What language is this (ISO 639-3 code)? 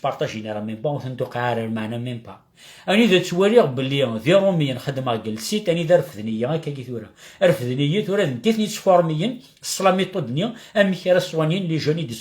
kab